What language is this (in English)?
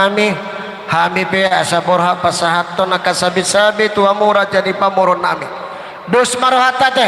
Batak Toba